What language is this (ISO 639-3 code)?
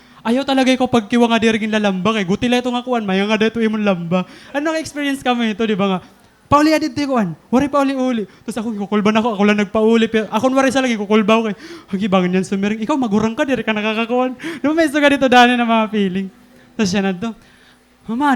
war